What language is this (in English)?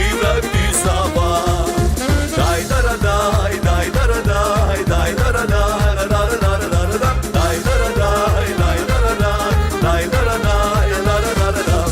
Gagauz